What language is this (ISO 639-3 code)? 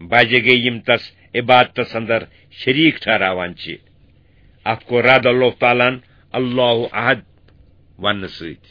kas